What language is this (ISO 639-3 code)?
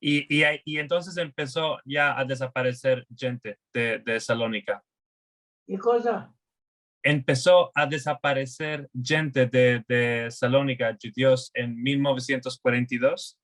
lad